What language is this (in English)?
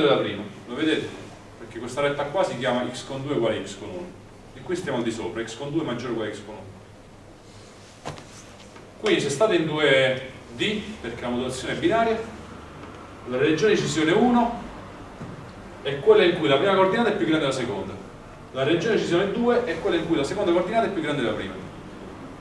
Italian